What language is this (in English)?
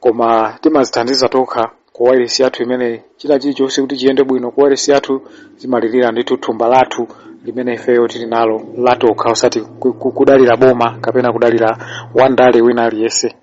Nyanja